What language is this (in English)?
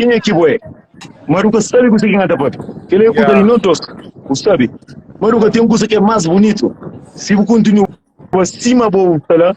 Kabuverdianu